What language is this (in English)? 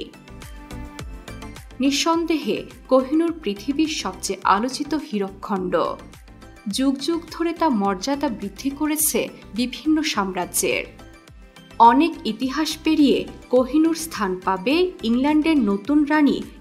Bangla